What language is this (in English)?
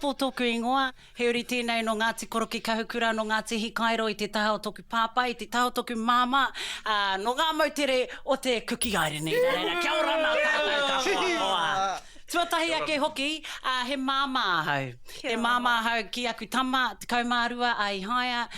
Māori